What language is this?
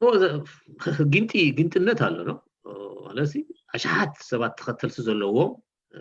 Tigrinya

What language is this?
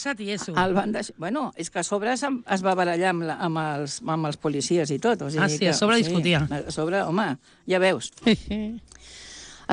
Catalan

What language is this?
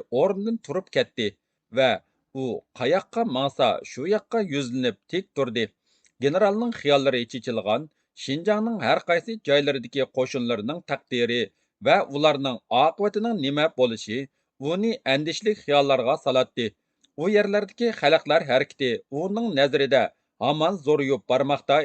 Uyghur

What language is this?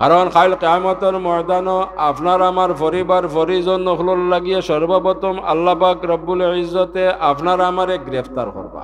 Sylheti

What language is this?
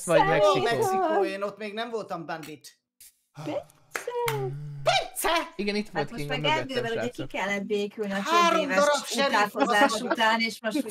Hungarian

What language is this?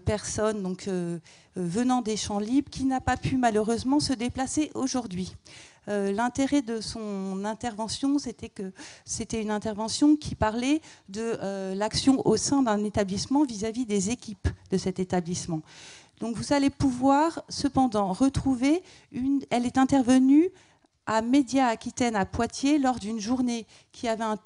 French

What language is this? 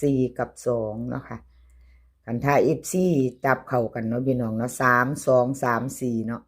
Northeastern Thai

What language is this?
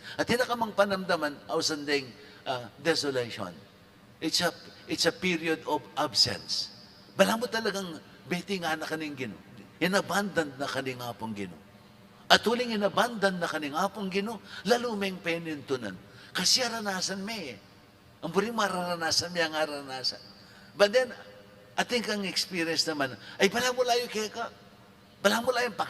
Pampanga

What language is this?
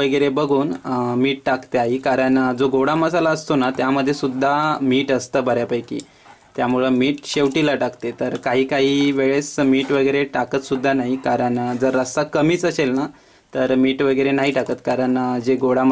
Marathi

